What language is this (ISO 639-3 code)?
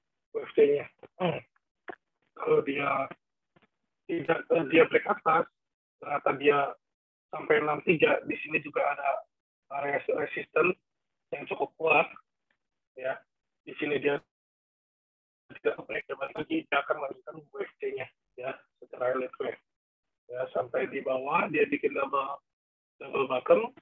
ind